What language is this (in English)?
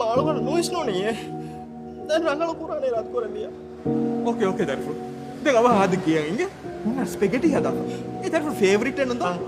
Divehi